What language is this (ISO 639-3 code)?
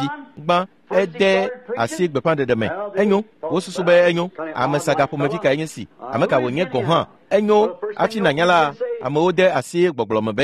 ewe